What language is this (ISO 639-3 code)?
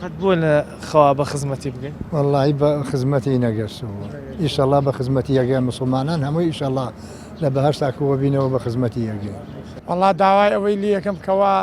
ckb